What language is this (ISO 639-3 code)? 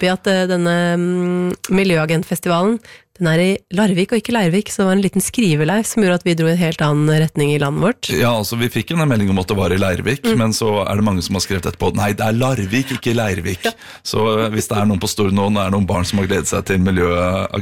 nor